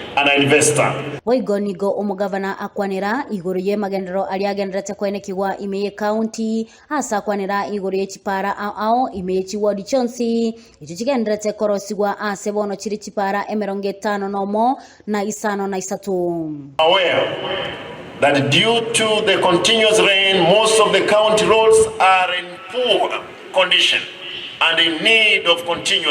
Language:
Gusii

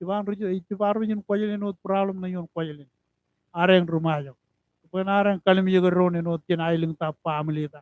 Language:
Marshallese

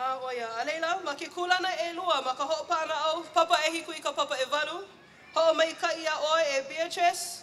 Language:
Hawaiian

